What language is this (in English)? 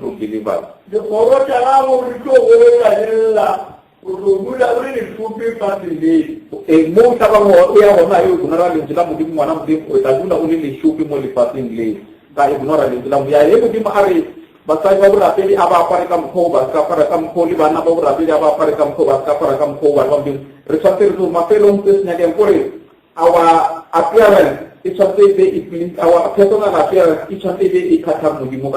Northern Sotho